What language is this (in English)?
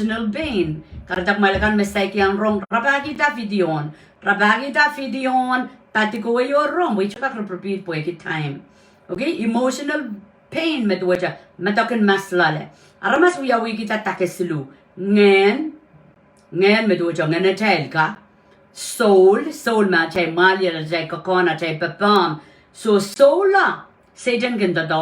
Pohnpeian